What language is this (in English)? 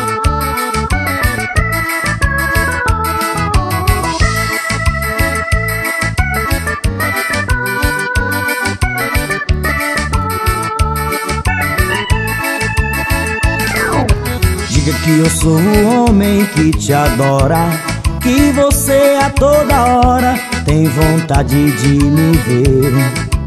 Portuguese